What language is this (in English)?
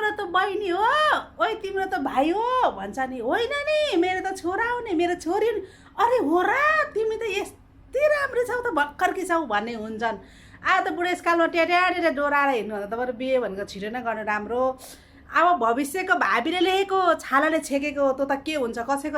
Nepali